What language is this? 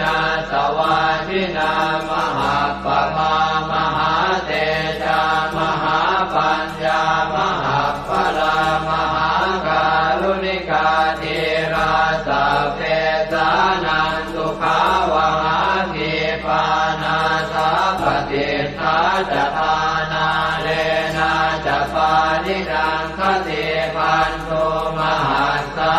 Pali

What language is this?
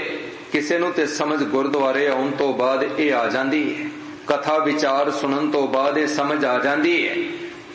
Punjabi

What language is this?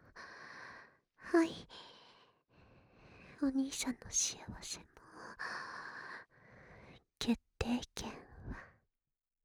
Japanese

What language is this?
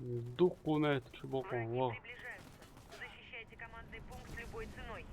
Chechen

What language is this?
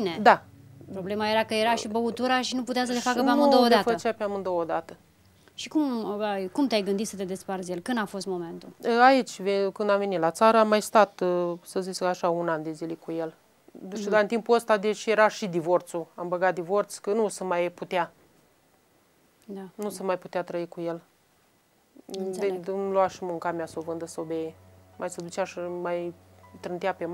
Romanian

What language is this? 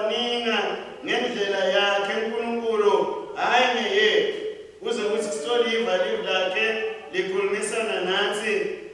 Swati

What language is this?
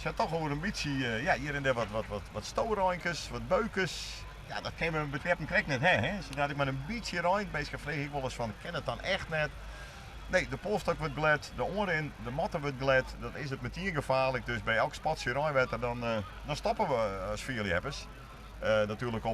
Western Frisian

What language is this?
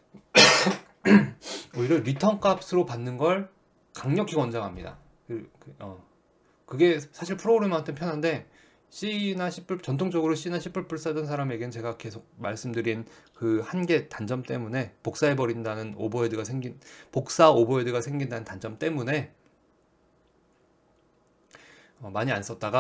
Korean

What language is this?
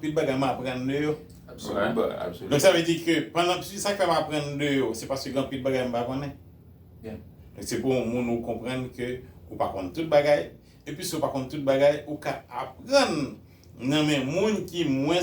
Haitian Creole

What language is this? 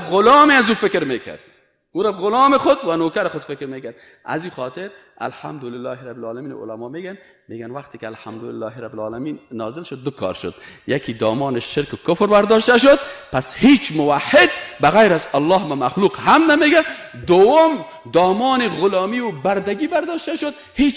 Persian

